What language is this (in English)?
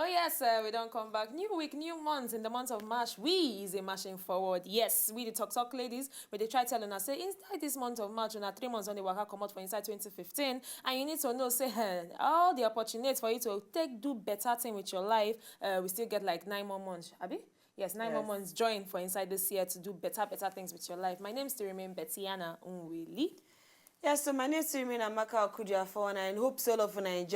Nigerian Pidgin